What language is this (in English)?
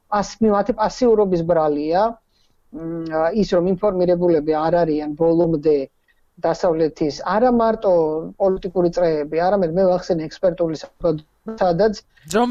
Georgian